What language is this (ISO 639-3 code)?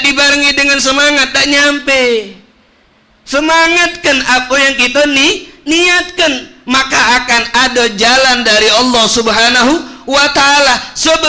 mui